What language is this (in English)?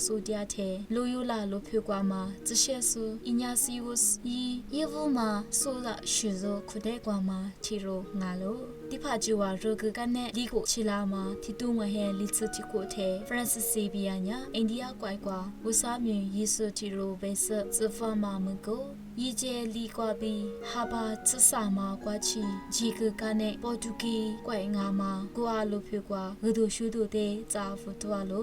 Lisu